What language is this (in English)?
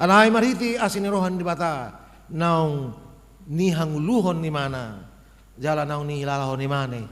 Batak Toba